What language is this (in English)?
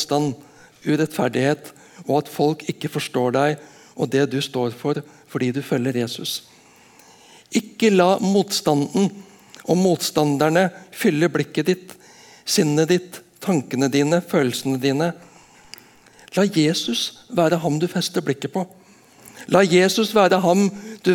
Norwegian